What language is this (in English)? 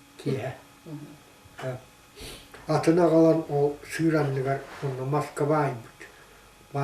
Yakut